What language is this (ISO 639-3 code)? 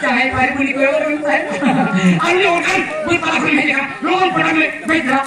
sat